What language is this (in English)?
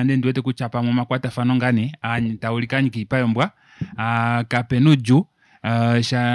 Kuanyama